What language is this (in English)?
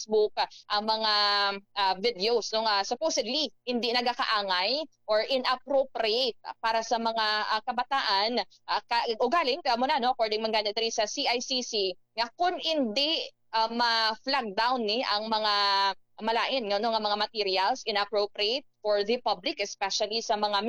Hiligaynon